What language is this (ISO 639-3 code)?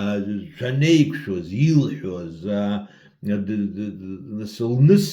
abk